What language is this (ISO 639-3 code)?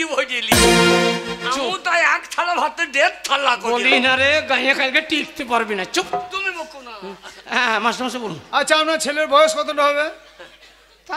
ben